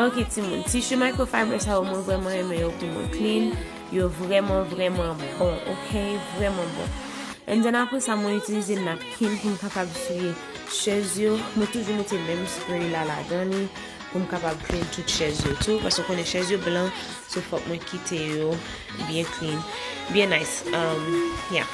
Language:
Haitian Creole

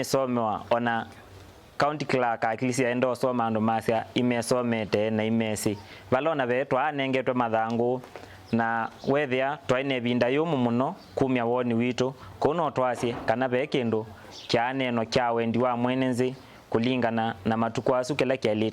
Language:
Kamba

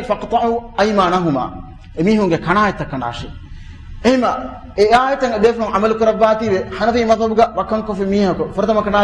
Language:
Divehi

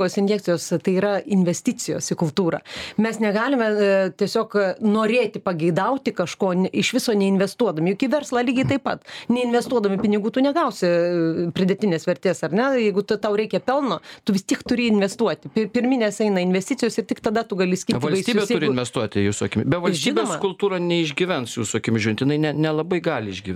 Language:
Lithuanian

